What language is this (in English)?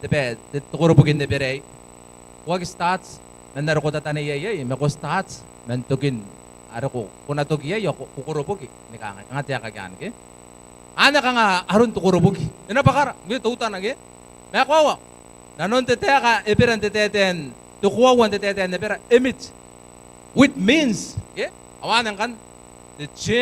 Gilbertese